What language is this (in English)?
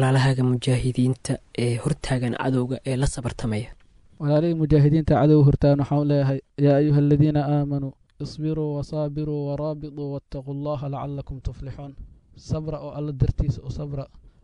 Somali